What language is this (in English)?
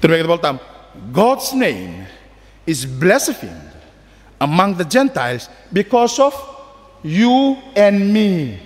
Fijian